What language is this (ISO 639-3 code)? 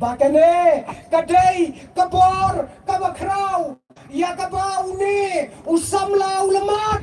kha